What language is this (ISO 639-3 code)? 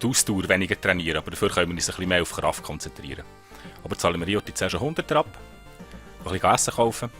gsw